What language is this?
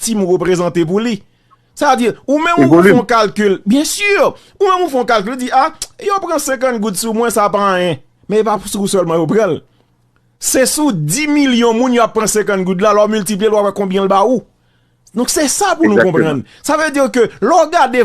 Haitian Creole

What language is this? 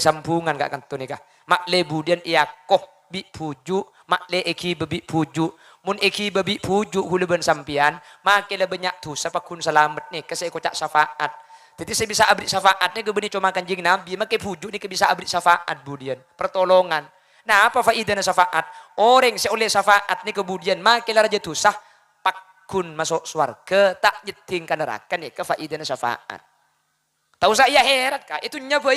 Madurese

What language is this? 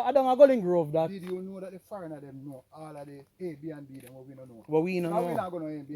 Jamaican Creole English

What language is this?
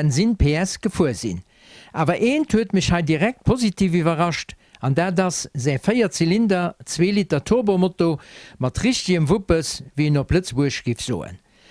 Luxembourgish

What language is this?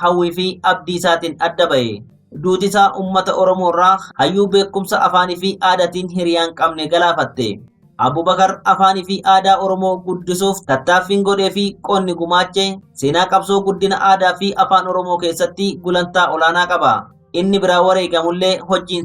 Oromo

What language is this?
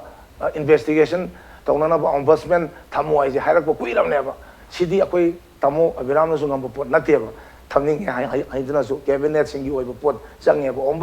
Manipuri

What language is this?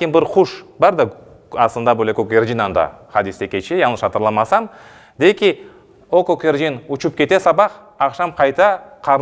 Crimean Tatar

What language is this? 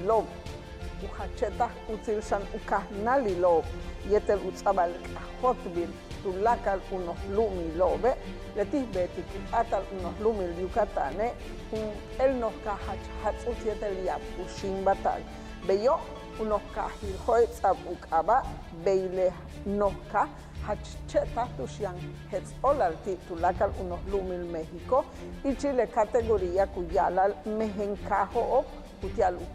Yucateco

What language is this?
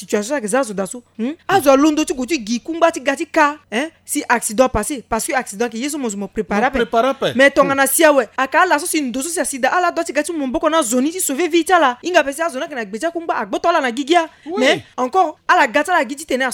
Sango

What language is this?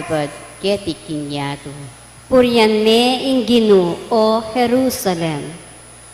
Pampanga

